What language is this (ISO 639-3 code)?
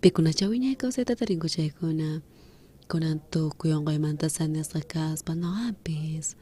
quh